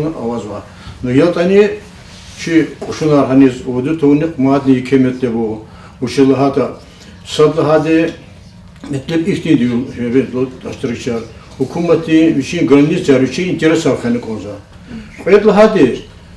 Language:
Lezghian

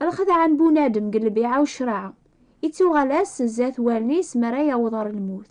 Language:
Kabyle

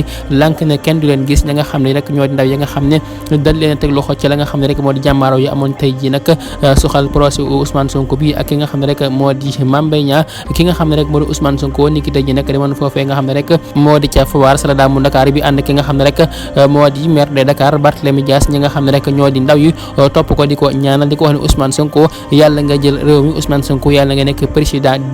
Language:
Wolof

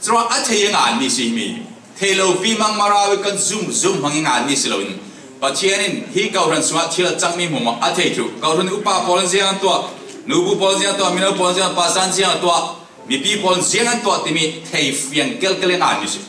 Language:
Falam Chin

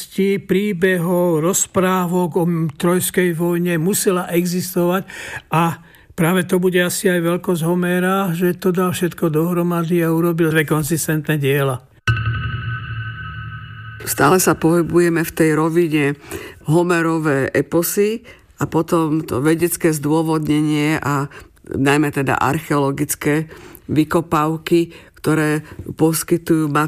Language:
Slovak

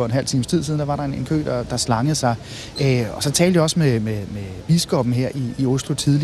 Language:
Danish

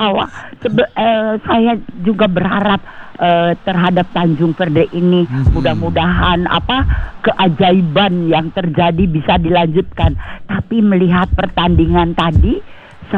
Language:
Indonesian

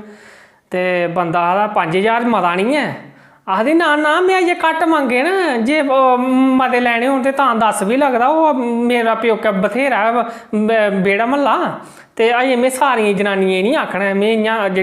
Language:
Dogri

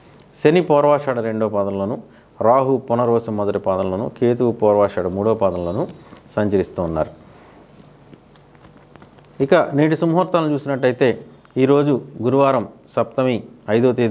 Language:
Telugu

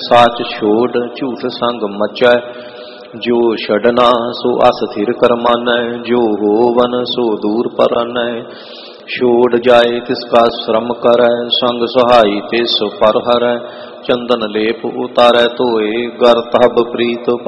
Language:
Punjabi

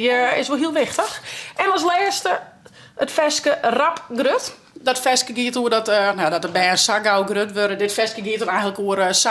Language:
Western Frisian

